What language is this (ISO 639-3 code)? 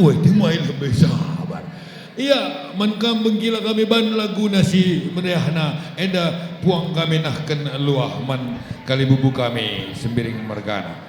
btx